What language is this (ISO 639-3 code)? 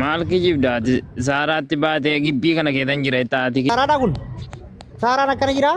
orm